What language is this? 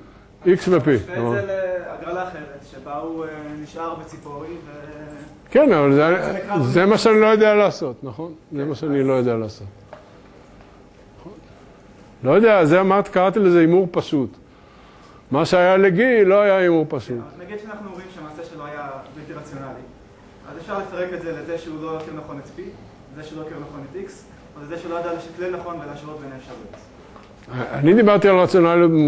Hebrew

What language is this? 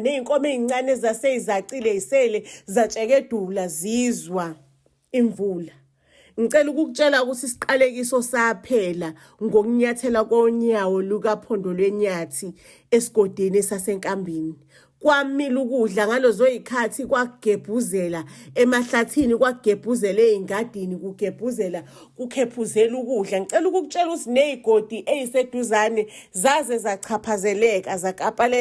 Zulu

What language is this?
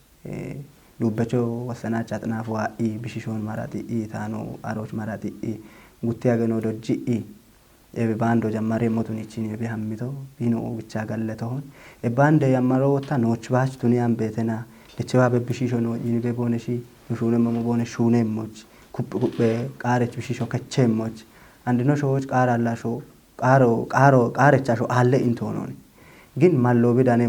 Kafa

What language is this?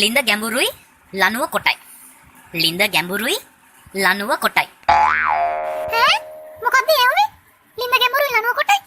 Sinhala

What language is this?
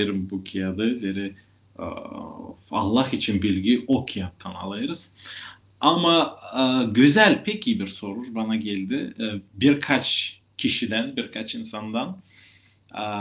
Gagauz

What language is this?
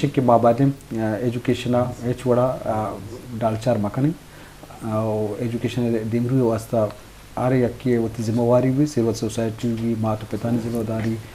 Eastern Balochi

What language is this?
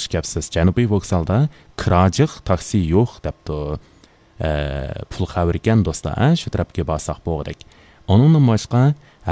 Uyghur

